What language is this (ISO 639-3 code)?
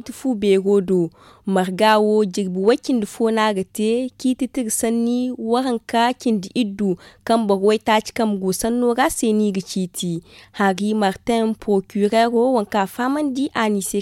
dje